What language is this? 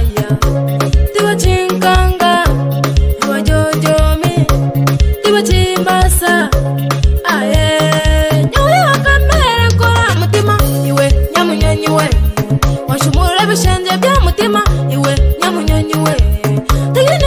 Nyoro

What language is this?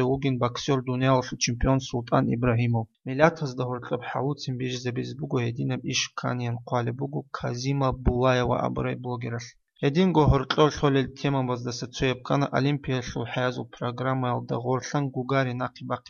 Avaric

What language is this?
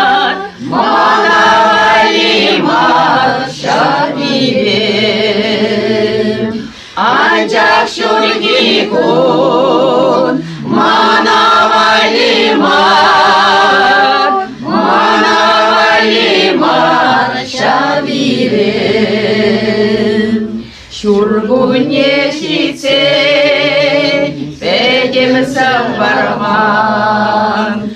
Chuvash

